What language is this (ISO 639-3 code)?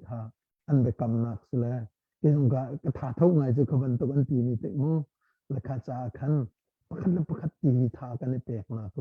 cnh